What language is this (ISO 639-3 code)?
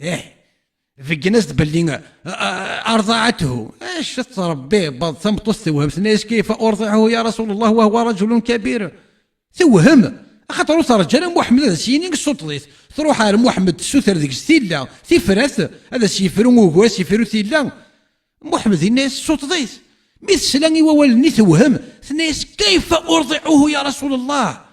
kab